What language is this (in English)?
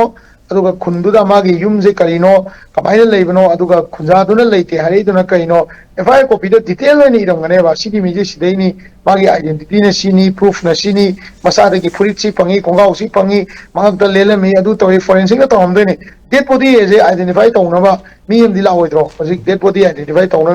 Manipuri